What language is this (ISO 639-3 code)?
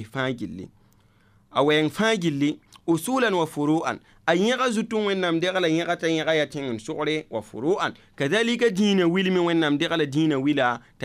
mos